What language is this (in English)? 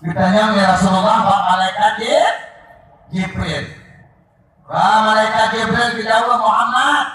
Achinese